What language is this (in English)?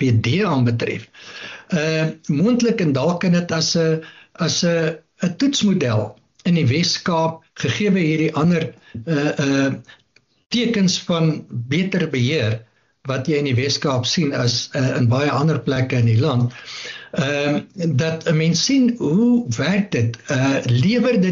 Afrikaans